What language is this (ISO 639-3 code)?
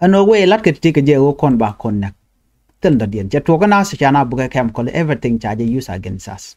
nus